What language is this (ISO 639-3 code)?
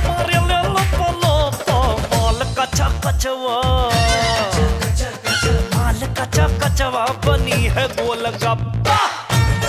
bho